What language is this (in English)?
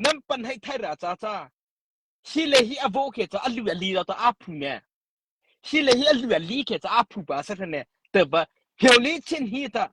Mara Chin